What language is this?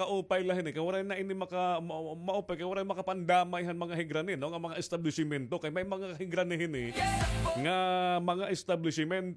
Waray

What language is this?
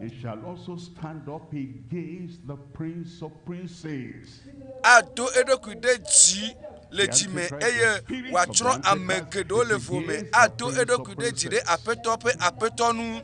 Ewe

